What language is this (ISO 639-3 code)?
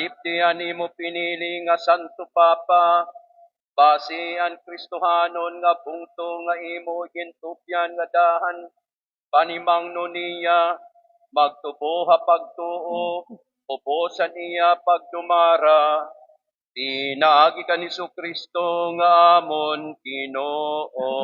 war